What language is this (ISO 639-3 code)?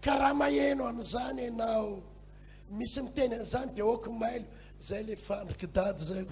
mlg